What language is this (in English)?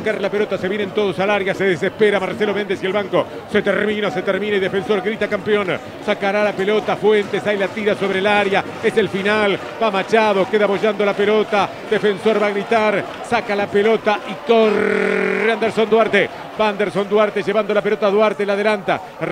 Spanish